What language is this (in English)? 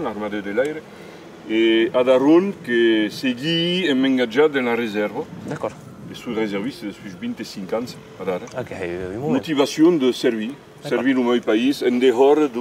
Occitan